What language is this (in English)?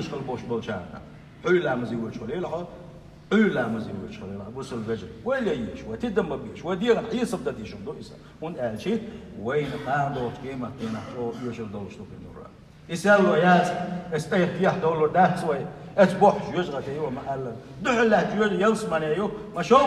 Chechen